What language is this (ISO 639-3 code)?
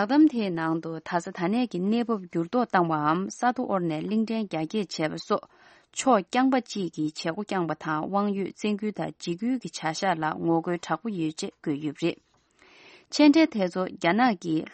bod